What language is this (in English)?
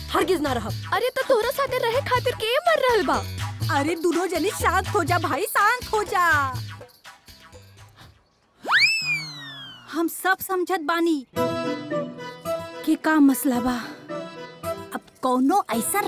Bhojpuri